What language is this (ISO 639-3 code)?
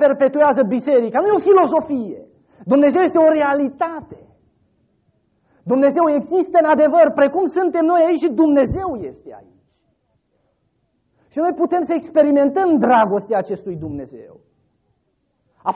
ron